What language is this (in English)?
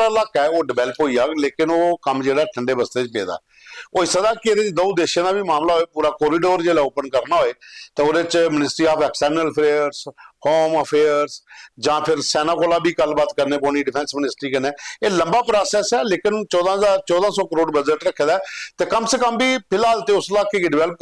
Dogri